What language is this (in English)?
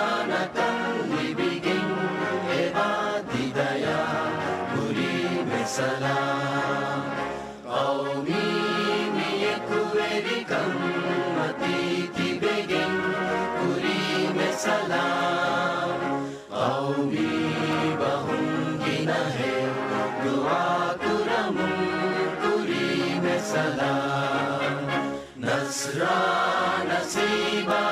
Divehi